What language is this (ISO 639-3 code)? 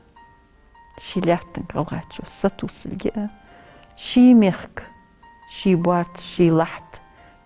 inh